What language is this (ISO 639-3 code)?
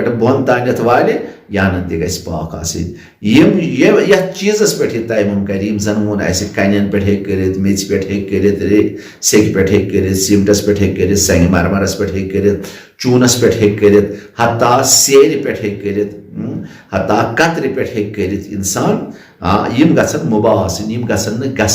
kas